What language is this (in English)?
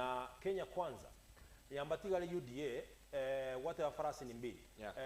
Gusii